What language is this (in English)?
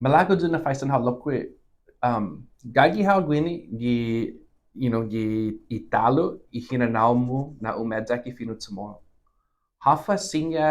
Chamorro